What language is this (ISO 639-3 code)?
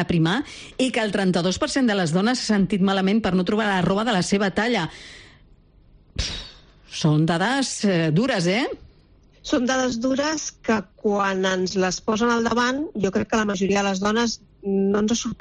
cat